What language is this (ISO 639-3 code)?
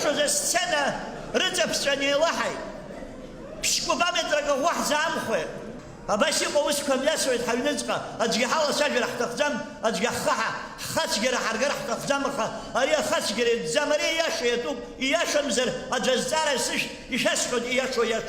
abk